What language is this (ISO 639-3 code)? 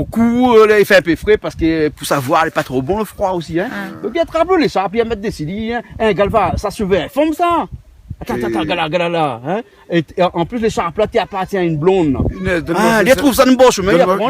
rcf